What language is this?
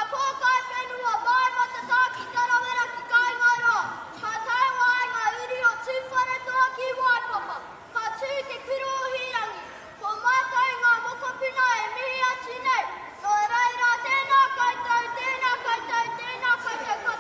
Māori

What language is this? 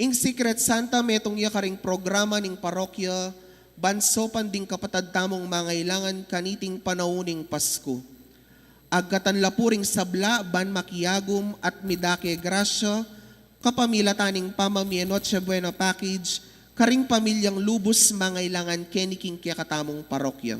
Pampanga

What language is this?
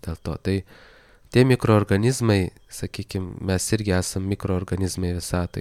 Lithuanian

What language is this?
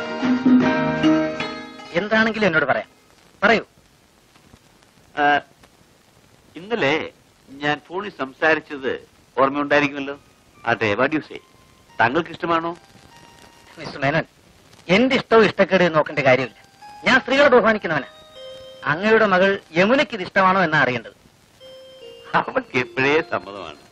Malayalam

